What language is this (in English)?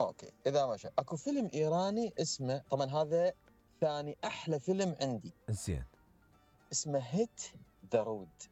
Mesopotamian Arabic